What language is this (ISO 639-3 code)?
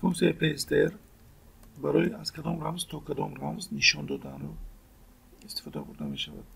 tgk